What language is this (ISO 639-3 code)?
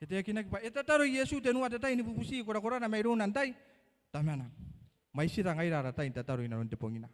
gil